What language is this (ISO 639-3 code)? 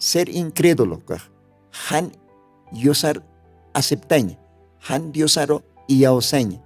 aym